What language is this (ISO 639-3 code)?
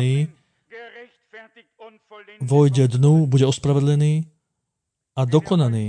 slk